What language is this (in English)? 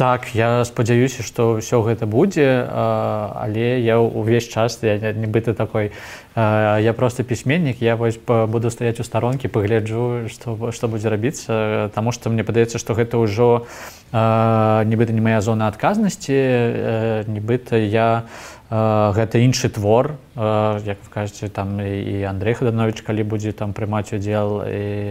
Belarusian